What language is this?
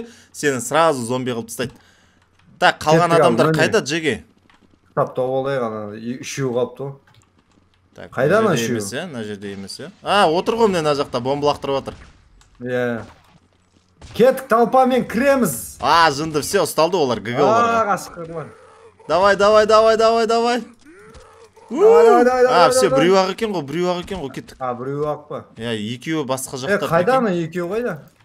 Kazakh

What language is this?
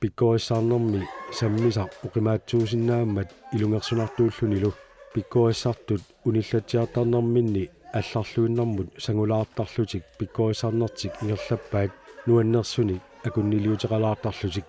Kalaallisut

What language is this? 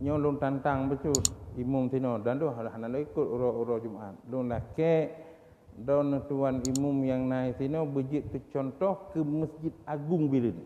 Achinese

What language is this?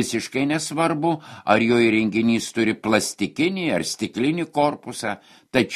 Lithuanian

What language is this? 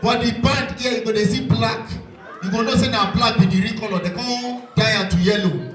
Nigerian Pidgin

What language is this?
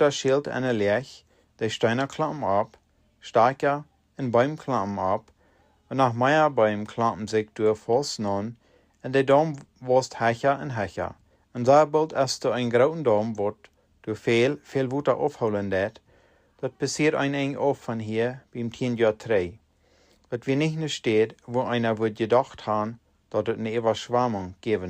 Plautdietsch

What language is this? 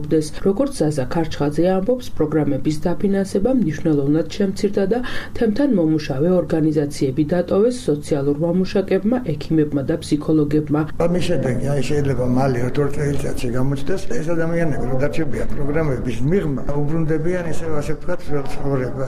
Georgian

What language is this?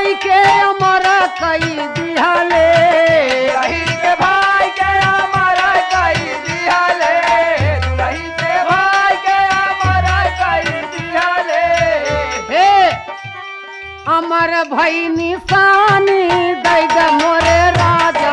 Bhojpuri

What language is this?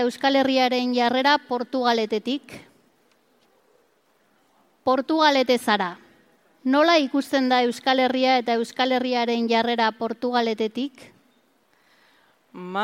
Basque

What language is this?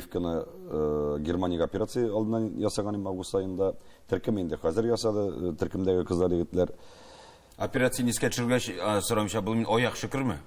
Tatar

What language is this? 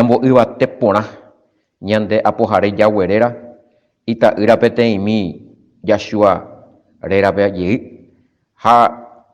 Guarani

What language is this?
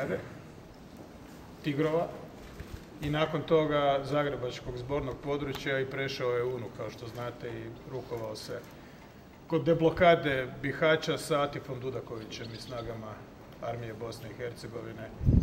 Croatian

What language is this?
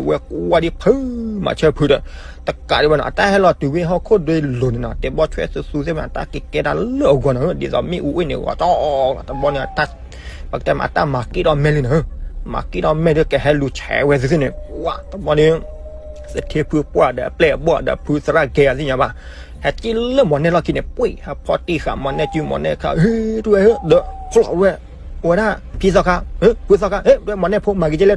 S'gaw Karen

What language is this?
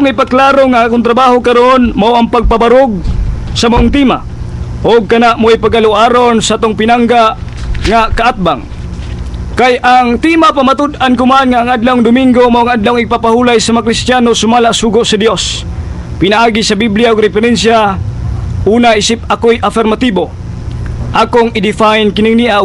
Cebuano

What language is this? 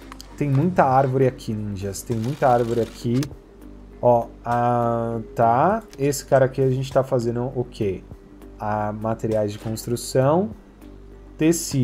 Portuguese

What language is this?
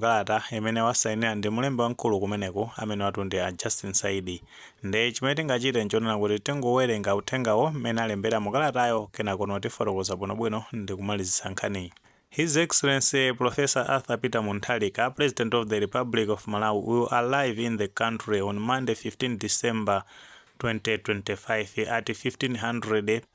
Nyanja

